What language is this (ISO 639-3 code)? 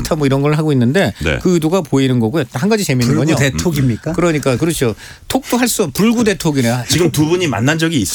kor